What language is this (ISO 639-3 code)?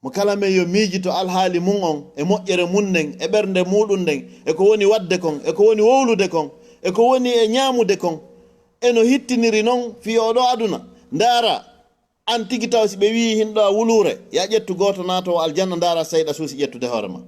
ful